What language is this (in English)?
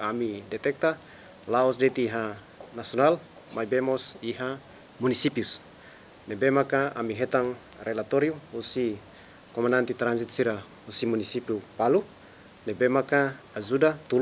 Tetum